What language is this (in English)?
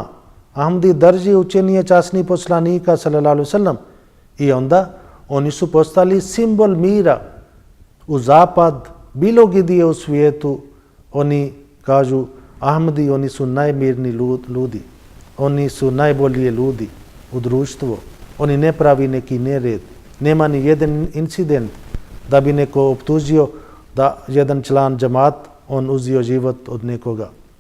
Bosnian